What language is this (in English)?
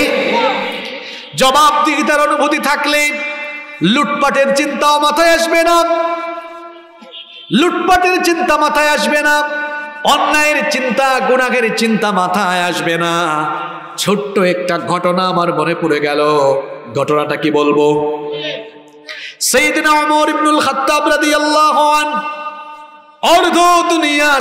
Bangla